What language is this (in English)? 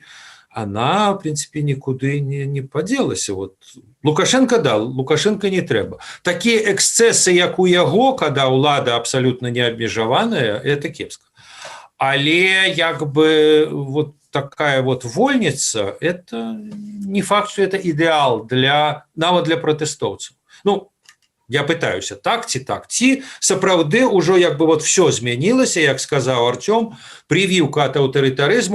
Belarusian